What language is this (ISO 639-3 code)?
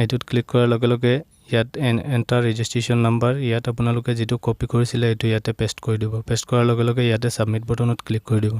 asm